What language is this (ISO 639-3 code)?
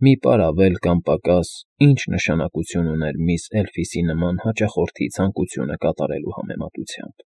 hye